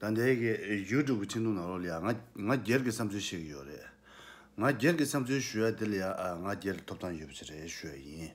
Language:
Tibetan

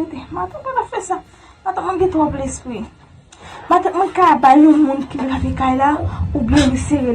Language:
Haitian Creole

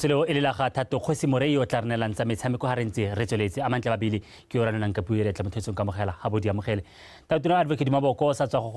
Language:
Tswana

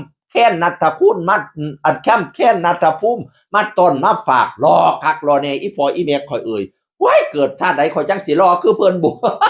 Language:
Northeastern Thai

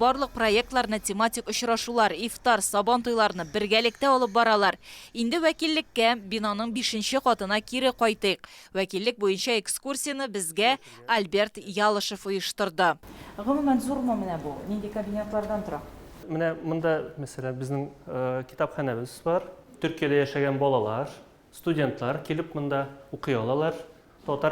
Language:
Tatar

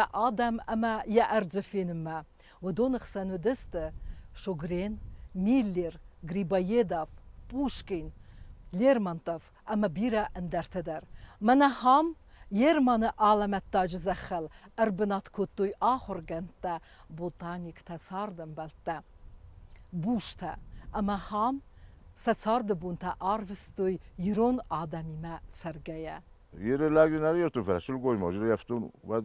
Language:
Ossetic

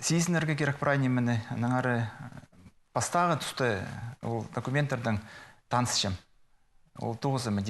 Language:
Khakas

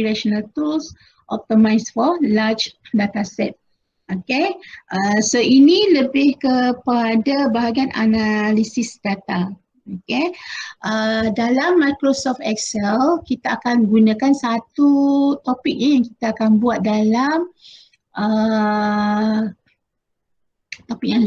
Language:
Malay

